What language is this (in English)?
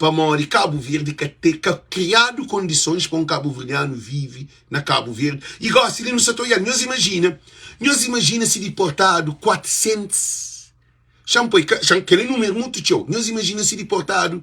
Kabuverdianu